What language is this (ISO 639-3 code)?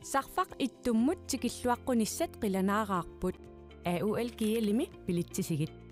kal